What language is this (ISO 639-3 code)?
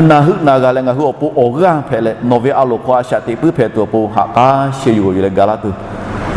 lhu